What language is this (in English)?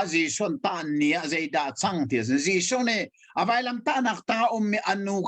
Hakha Chin